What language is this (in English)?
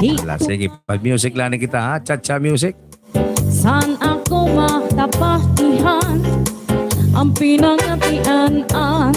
Waray